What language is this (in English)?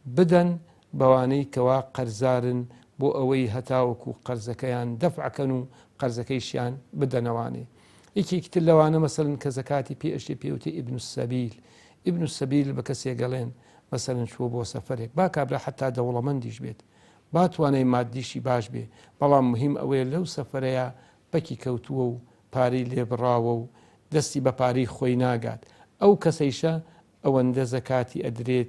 Central Kurdish